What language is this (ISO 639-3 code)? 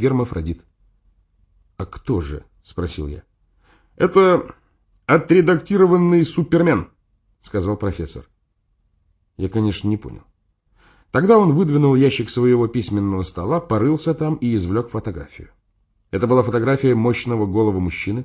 rus